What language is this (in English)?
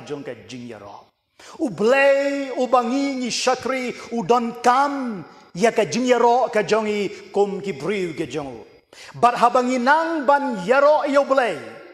Khasi